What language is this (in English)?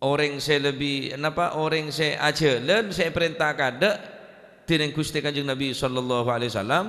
Madurese